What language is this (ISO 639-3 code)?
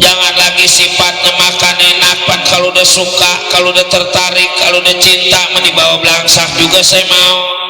bew